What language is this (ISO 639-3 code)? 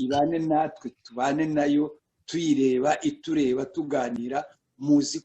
kin